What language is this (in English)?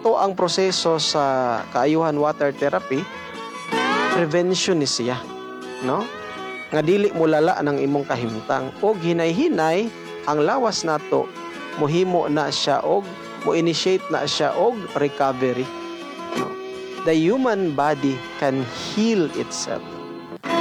Cebuano